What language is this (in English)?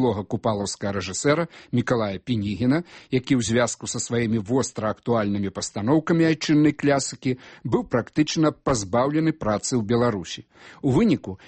Belarusian